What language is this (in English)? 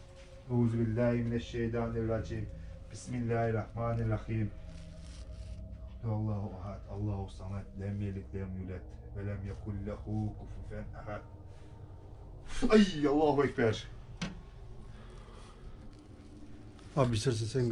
Turkish